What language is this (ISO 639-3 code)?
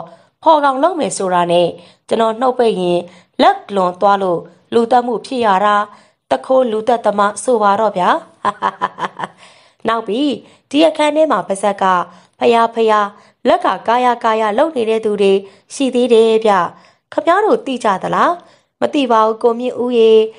mya